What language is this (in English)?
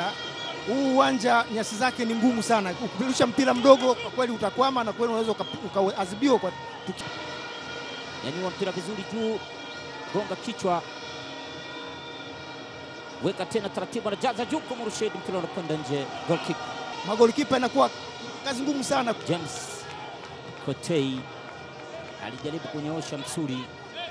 Swahili